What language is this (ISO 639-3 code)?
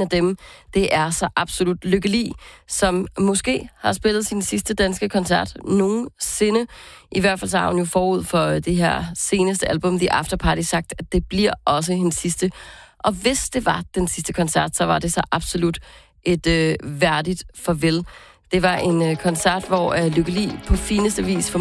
dan